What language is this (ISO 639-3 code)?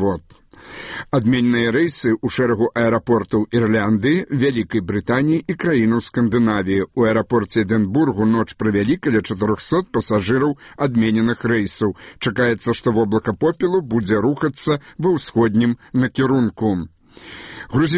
bel